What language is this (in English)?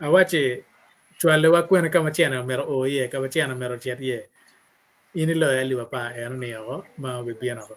Acoli